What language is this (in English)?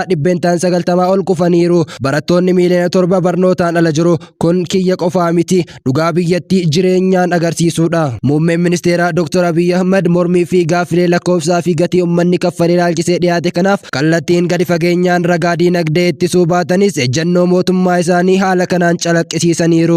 Oromo